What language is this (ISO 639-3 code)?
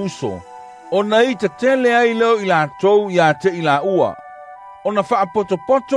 smo